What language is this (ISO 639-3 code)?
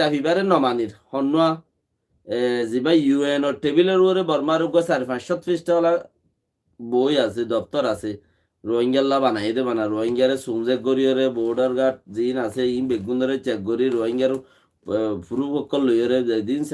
rhg